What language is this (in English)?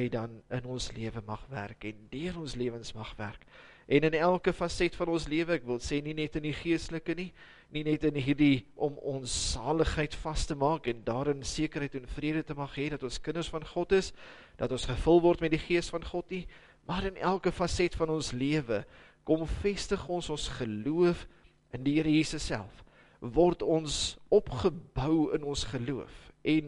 Afrikaans